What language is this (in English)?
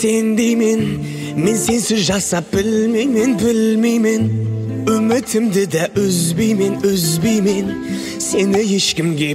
Kazakh